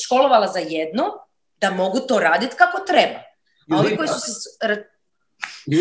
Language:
Croatian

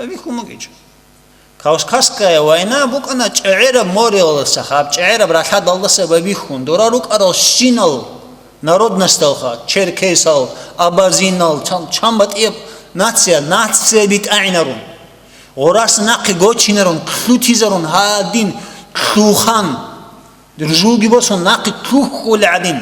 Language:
Avaric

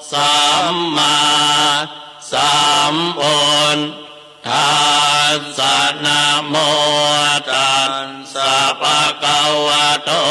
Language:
Pali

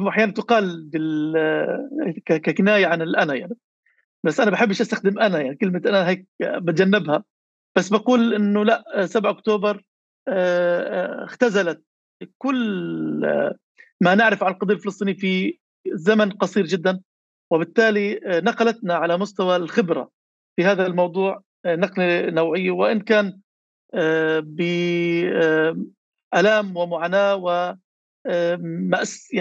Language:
North Levantine Arabic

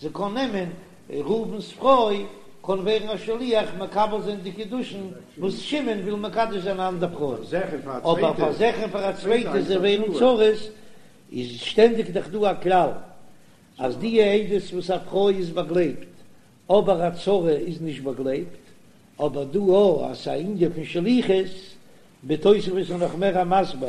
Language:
Yiddish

